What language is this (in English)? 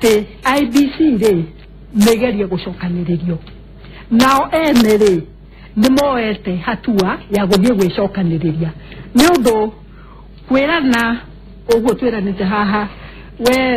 Kikuyu